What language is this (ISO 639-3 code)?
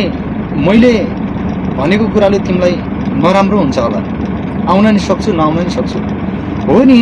nep